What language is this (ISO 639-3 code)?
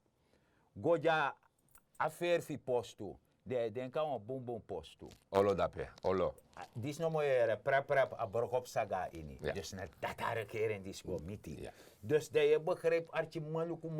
srn